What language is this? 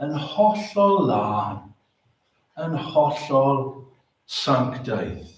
Welsh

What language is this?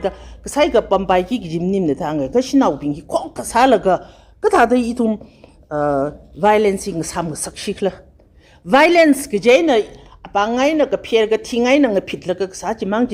Tangkhul Naga (India)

